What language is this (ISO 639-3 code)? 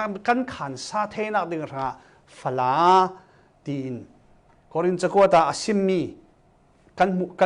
cfm